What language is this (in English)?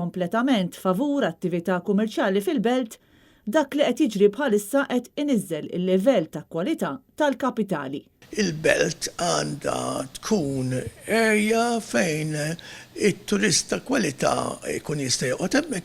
Maltese